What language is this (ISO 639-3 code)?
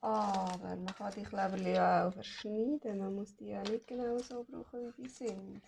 gsw